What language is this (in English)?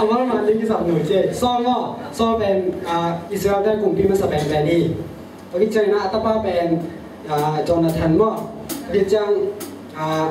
Tedim Chin